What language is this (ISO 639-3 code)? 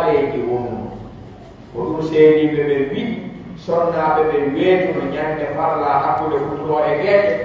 fuf